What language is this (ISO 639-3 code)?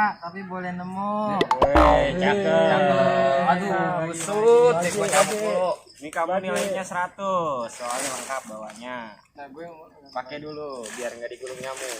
bew